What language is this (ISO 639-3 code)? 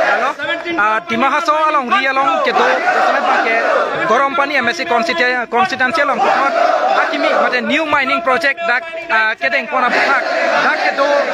mjw